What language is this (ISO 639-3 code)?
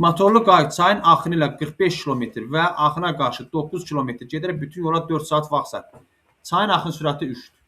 aze